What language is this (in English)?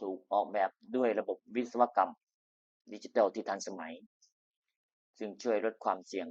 Lao